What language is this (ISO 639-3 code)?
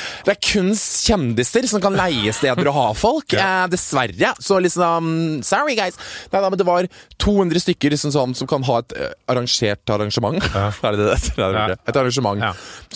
nor